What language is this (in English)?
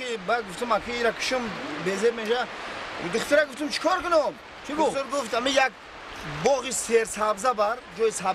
Tajik